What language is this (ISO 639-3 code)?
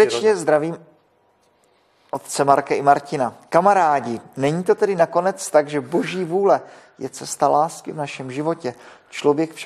ces